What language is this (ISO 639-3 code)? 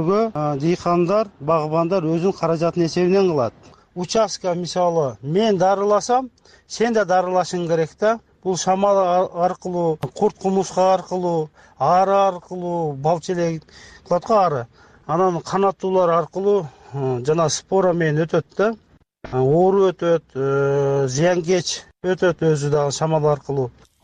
kir